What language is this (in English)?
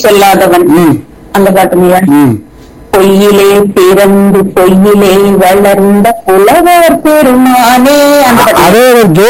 Tamil